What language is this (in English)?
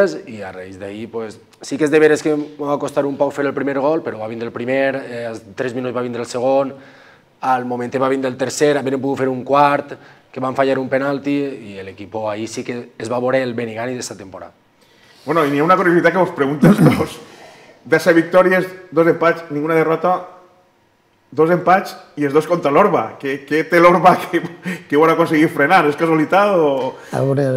Catalan